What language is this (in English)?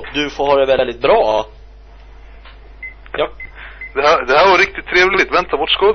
Swedish